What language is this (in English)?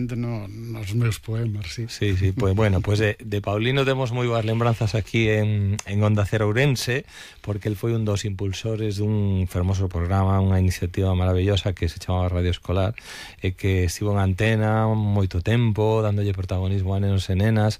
Galician